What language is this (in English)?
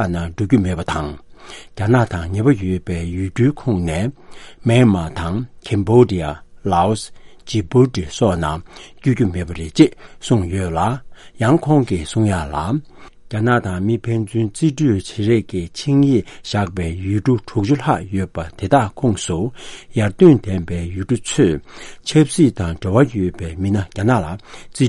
Tibetan